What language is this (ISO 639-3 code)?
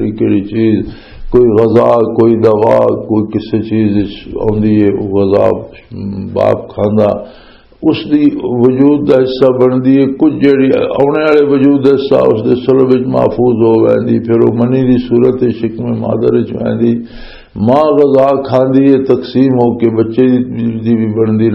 lah